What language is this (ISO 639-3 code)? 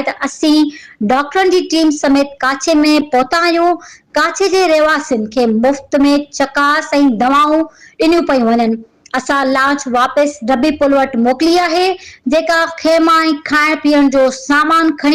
snd